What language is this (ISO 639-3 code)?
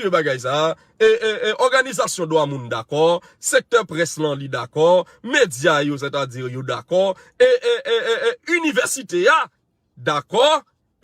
hat